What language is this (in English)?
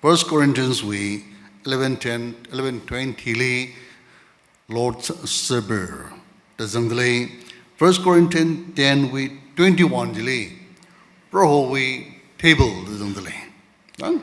Tangkhul Naga (India)